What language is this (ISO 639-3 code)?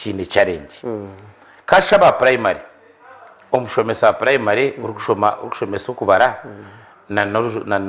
nyn